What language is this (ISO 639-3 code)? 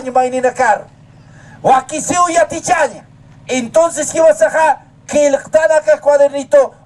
aym